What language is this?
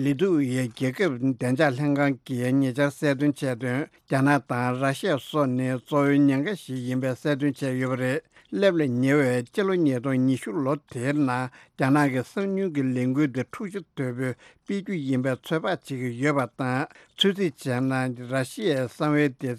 Tibetan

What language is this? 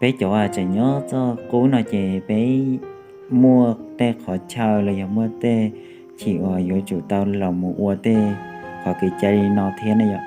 Hmong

